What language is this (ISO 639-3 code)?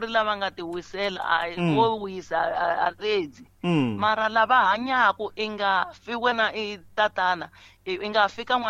tso